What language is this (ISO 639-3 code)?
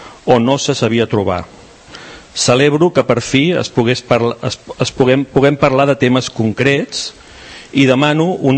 cat